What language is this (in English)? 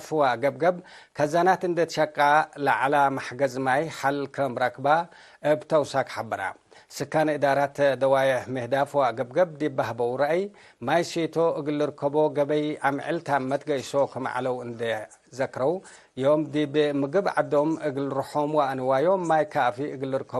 Tigre